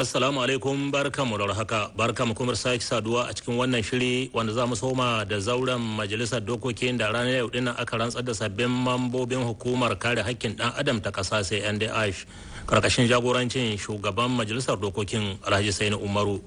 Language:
Hausa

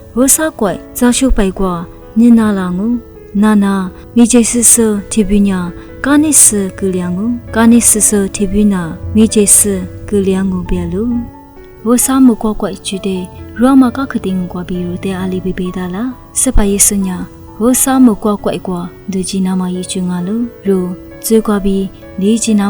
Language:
Lisu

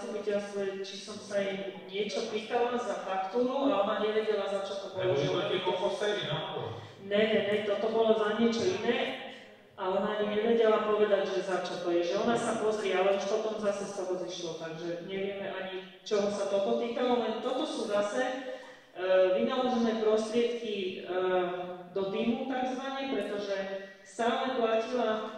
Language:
Slovak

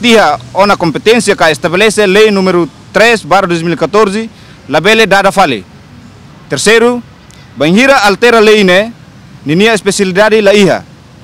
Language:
Tetum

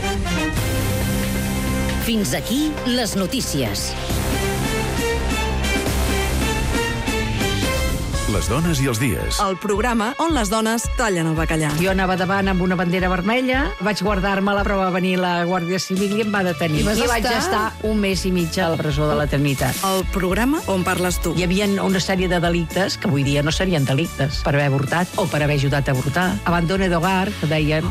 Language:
Catalan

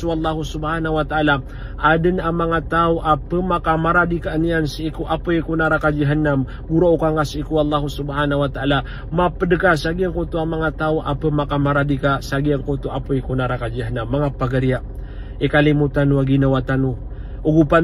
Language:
Maranao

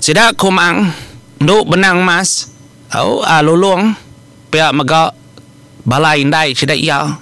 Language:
Iban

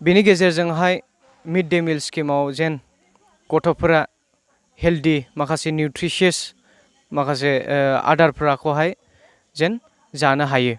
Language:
Bodo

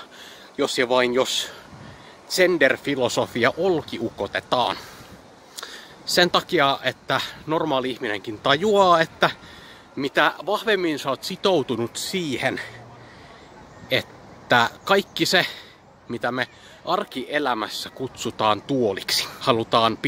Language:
Finnish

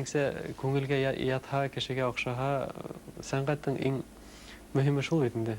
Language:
Bashkir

